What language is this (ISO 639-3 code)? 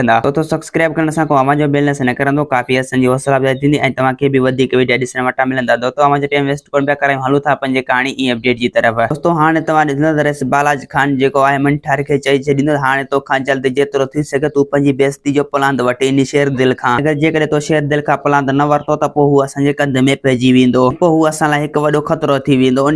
snd